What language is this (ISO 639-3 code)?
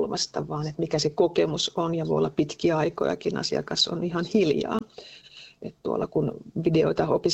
fin